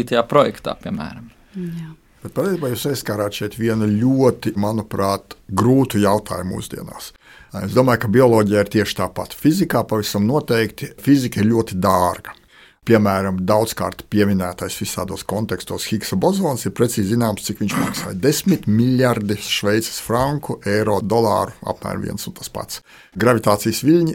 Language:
Latvian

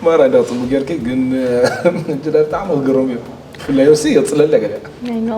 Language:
Tigrinya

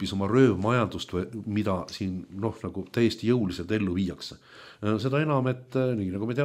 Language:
Estonian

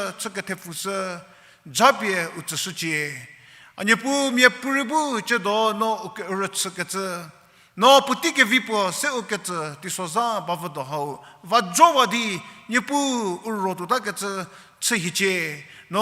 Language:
Angami Naga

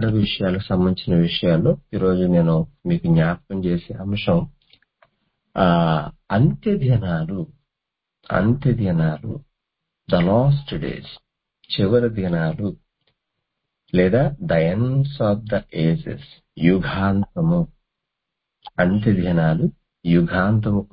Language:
Telugu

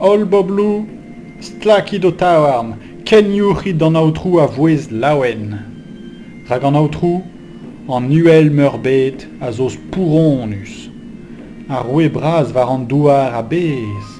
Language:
Breton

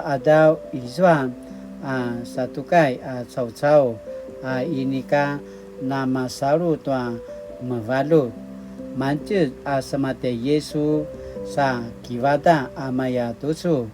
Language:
Paiwan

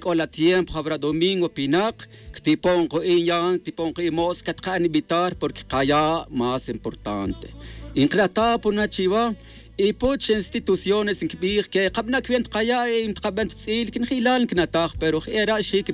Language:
Tz'utujil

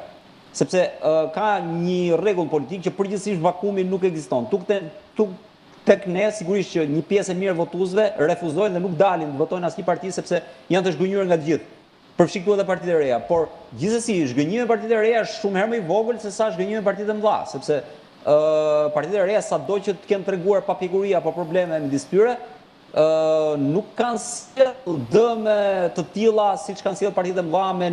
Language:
Albanian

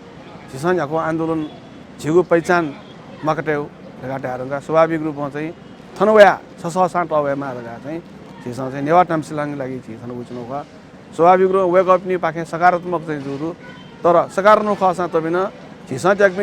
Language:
Newari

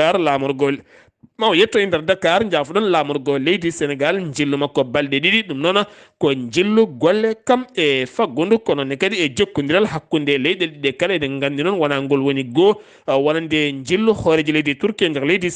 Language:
Fula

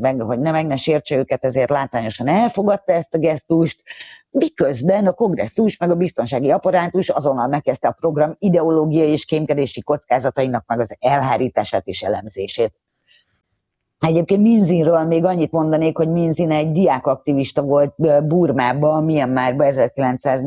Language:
Hungarian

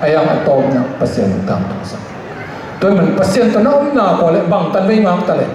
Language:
Tedim Chin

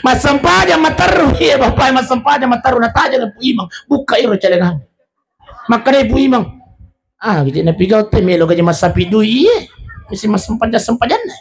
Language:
Buginese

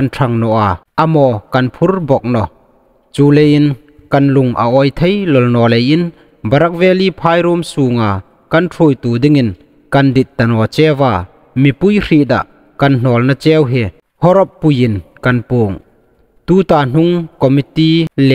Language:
Hmar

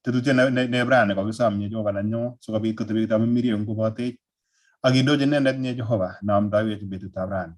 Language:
Kalenjin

